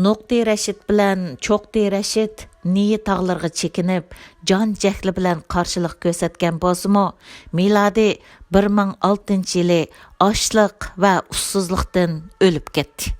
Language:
Uyghur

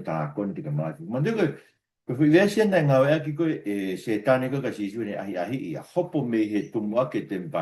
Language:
Tongan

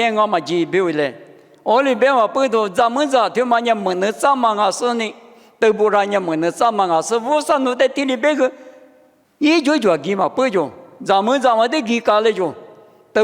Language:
Lisu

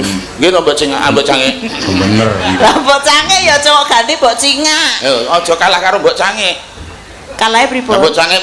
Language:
Javanese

